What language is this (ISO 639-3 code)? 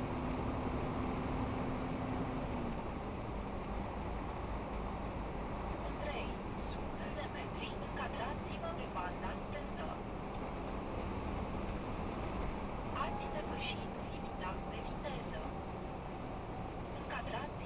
ron